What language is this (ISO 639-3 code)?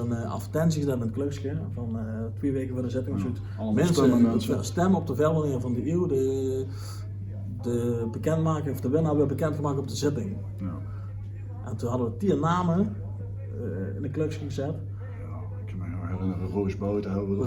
lim